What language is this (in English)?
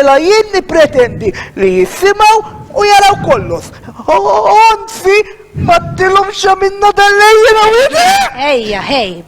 Maltese